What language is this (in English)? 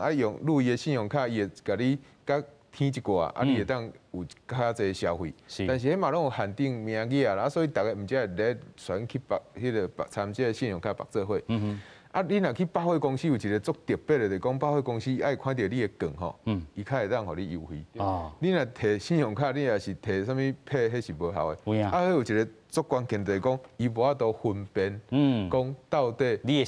Min Nan Chinese